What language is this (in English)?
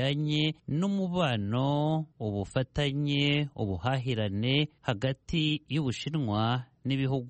Kinyarwanda